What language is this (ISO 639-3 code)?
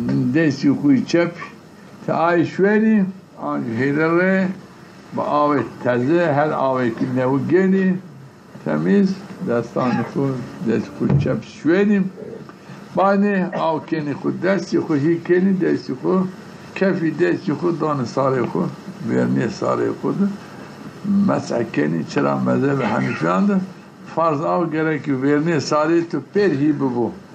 zza